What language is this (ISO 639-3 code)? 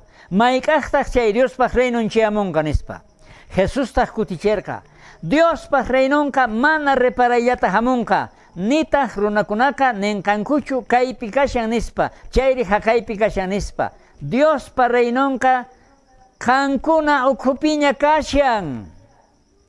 quh